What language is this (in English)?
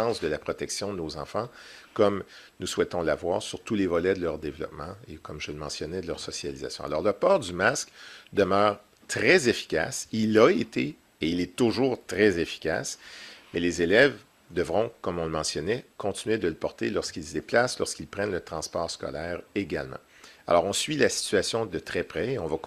French